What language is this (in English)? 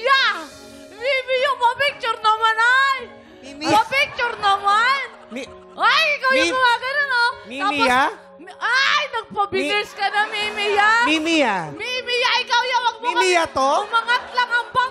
Filipino